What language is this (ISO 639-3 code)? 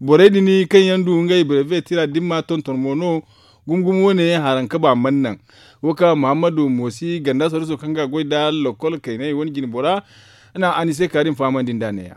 dje